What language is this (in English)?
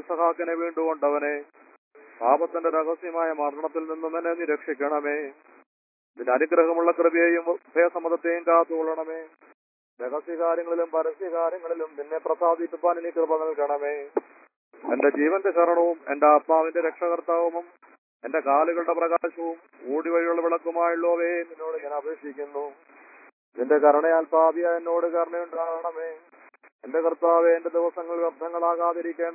Malayalam